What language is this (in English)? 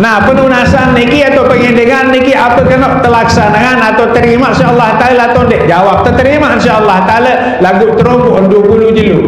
Sasak